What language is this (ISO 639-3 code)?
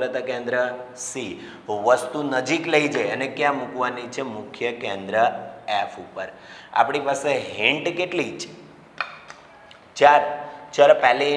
guj